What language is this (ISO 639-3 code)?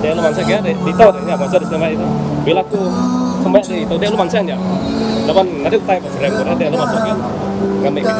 iba